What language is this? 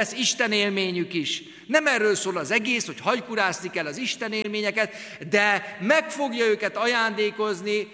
Hungarian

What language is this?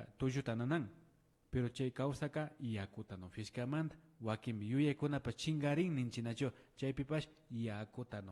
Imbabura Highland Quichua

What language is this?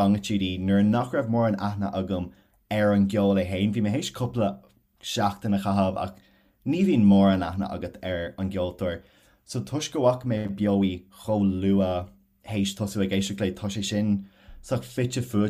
Irish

